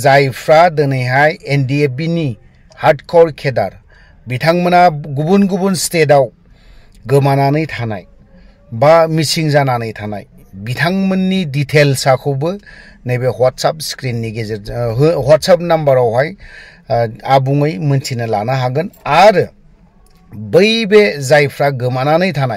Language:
Bodo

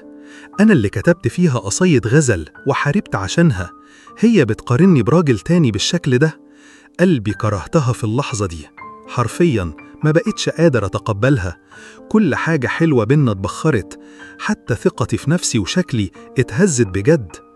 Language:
Egyptian Arabic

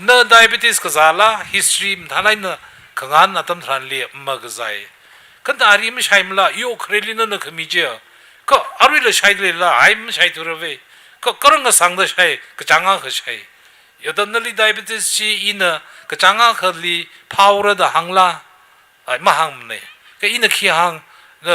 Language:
Tangkhul Naga (India)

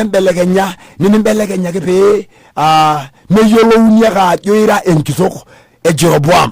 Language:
Masai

